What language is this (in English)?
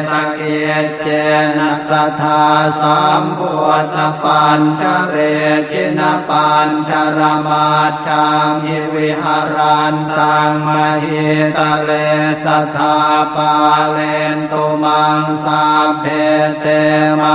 Pali